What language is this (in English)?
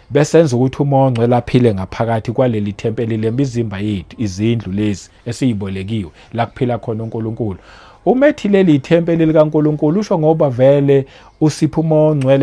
Zulu